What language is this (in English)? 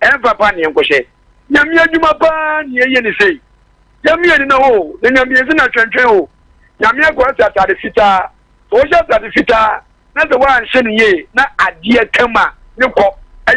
Akan